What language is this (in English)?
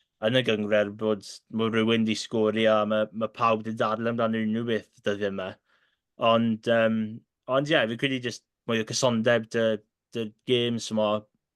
Welsh